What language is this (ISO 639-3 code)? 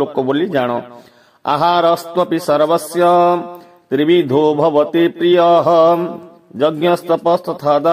ori